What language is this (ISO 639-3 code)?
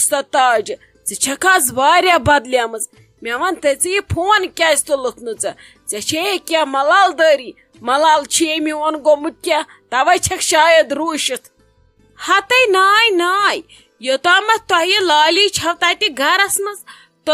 kas